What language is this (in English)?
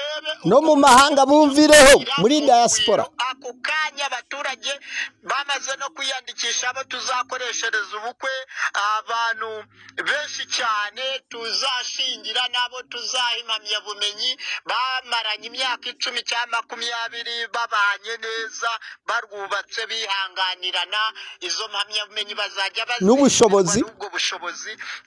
Kinyarwanda